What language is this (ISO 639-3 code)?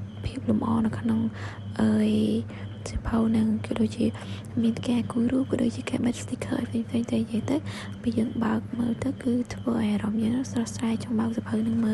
khm